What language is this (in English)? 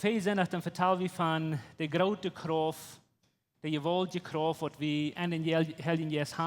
Plautdietsch